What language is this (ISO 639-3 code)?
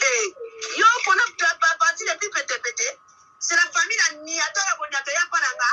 lin